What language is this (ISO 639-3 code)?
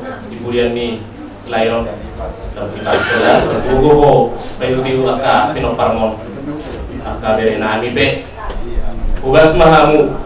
bbc